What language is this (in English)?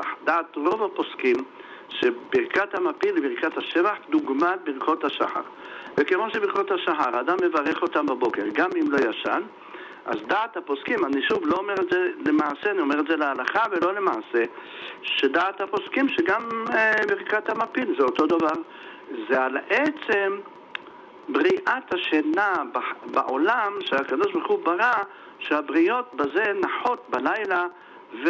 Hebrew